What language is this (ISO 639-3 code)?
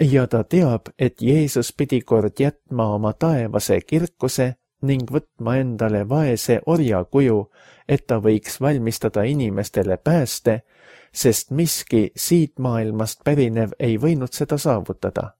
est